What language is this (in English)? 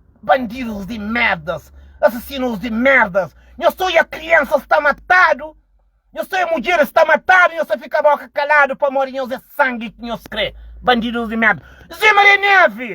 Kabuverdianu